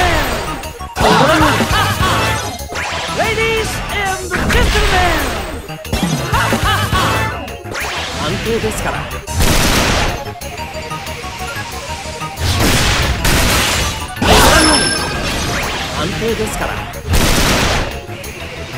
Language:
Japanese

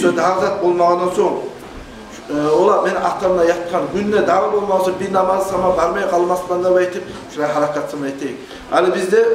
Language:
Kumyk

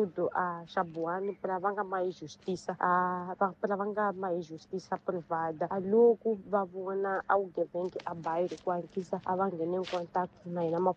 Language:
Tsonga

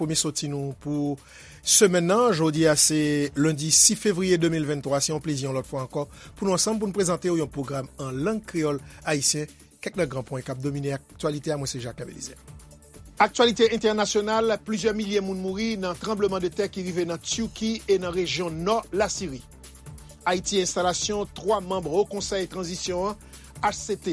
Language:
Haitian Creole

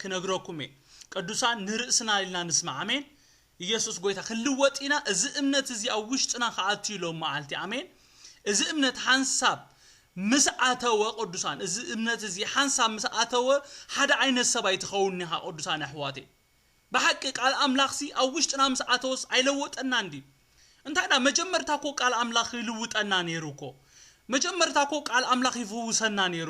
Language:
Tigrinya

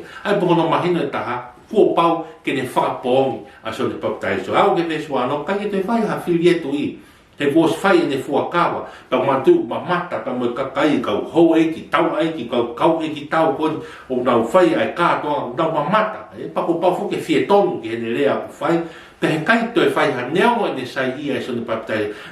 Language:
Tongan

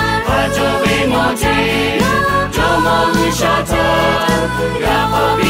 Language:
Lahu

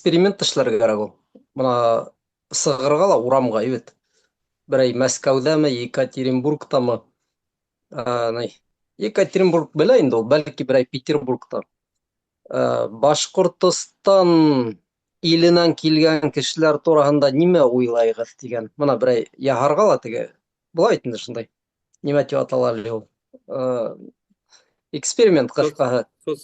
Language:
Bashkir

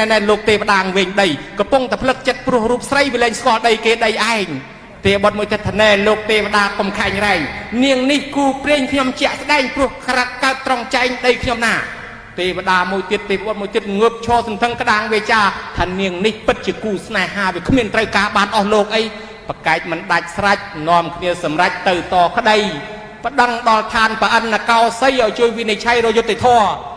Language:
Khmer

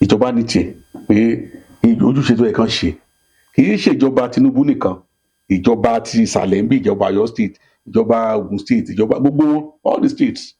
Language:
Yoruba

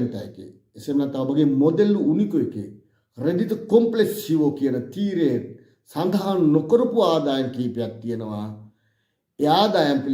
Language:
Sinhala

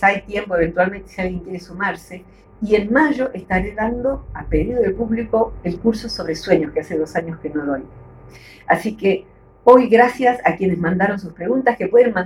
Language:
Spanish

